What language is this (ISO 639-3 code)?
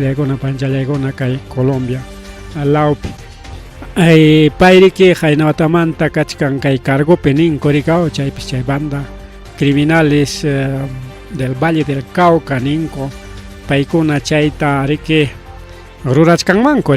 quy